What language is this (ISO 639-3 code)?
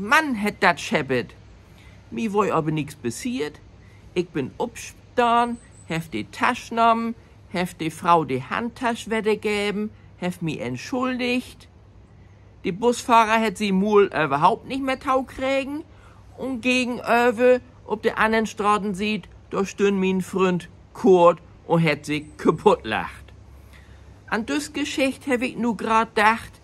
nds